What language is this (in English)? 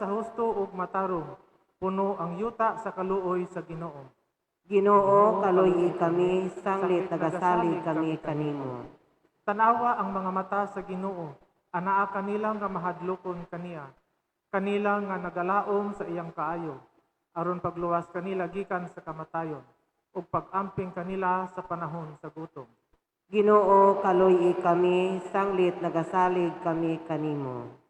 Cebuano